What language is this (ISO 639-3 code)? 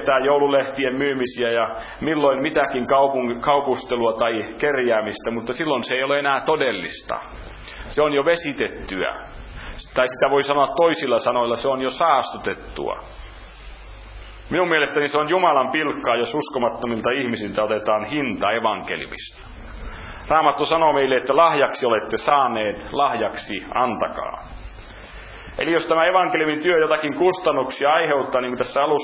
fin